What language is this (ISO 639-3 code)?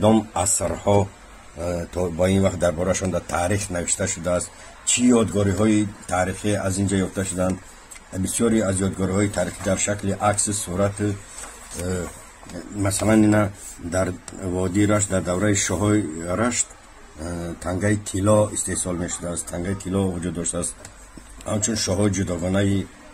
tgk